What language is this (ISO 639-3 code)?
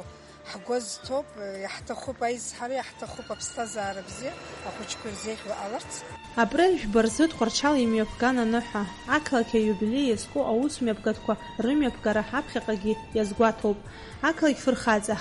abk